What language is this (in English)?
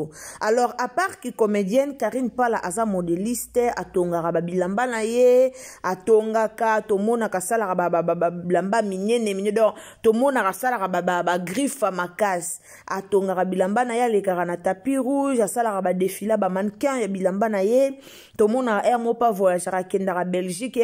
Lingala